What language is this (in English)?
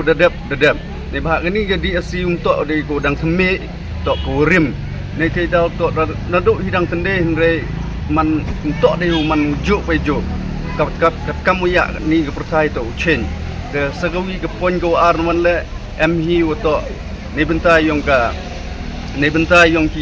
Pnar